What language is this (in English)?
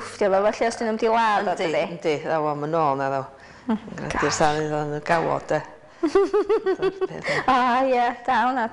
Welsh